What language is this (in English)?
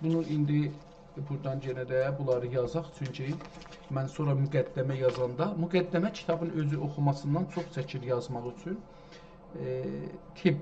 South Azerbaijani